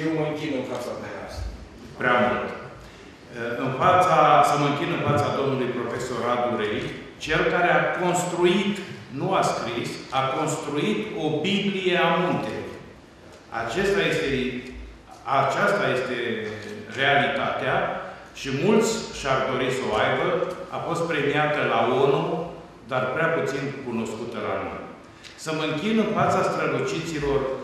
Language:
Romanian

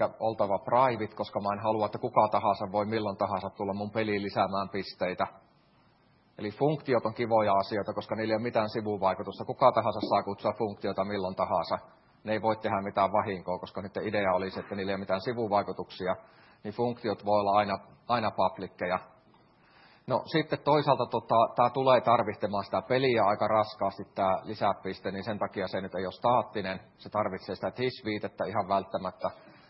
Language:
Finnish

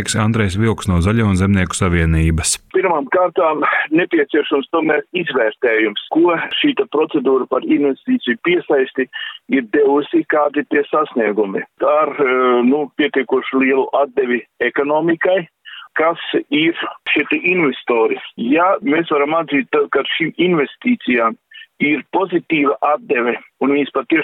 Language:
Latvian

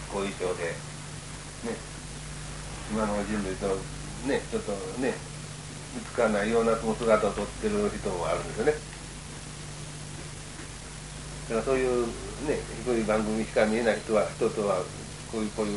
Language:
Japanese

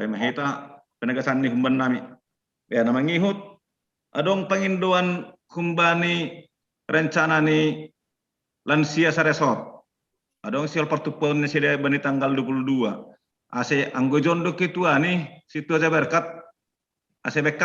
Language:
Batak Simalungun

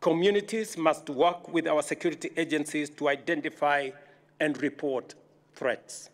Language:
Meru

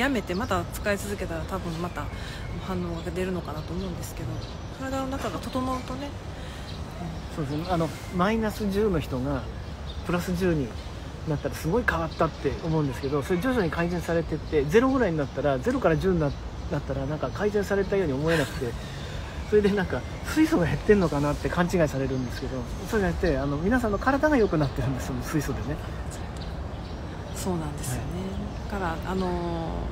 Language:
Japanese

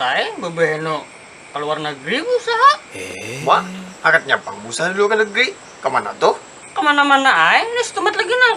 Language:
Banjar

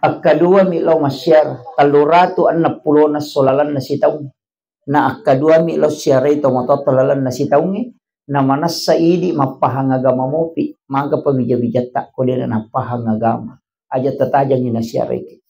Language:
Buginese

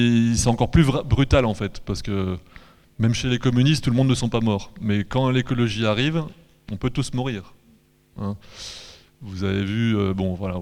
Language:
French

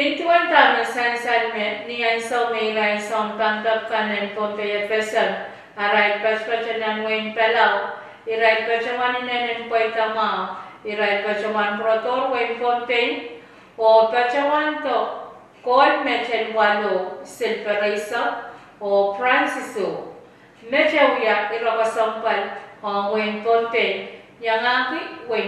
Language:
Pohnpeian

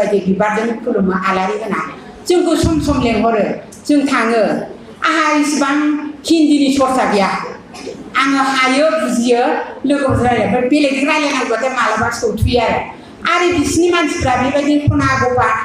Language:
Bodo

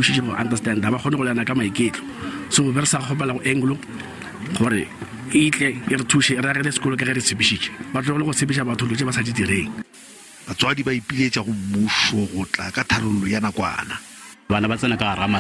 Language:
Northern Sotho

